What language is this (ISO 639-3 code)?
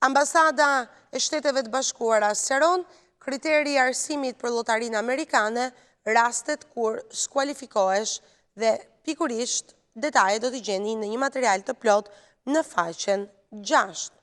sqi